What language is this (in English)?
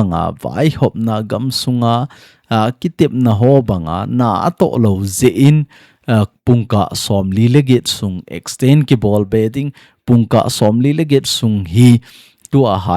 Thado Chin